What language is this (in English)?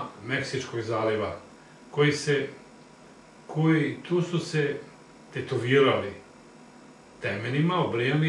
Serbian